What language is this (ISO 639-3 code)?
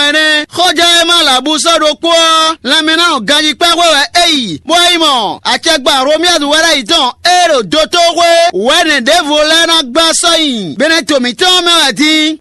fon